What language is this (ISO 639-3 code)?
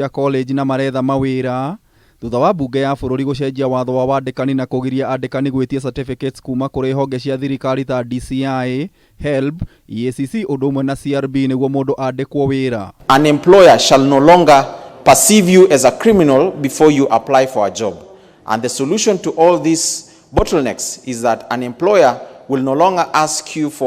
kik